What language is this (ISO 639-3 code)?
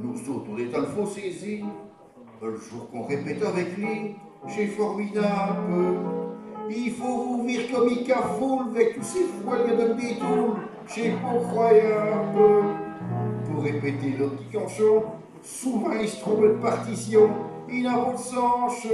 pcd